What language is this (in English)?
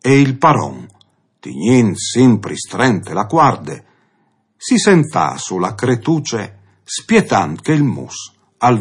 Friulian